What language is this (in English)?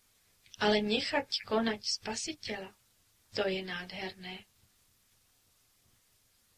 Slovak